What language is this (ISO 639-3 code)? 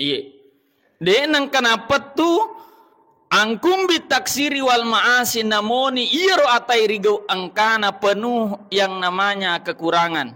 bug